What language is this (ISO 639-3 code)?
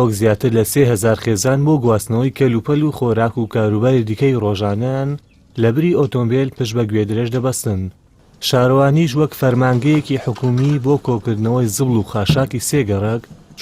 ckb